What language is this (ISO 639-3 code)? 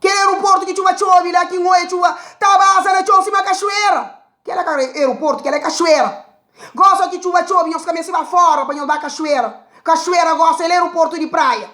kea